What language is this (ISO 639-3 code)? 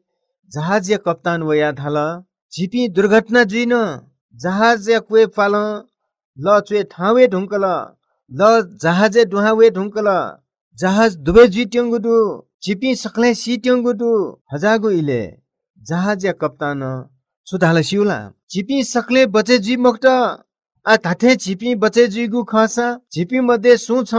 new